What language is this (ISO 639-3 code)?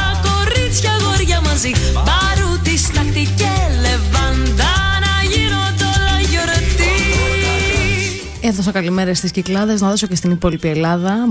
ell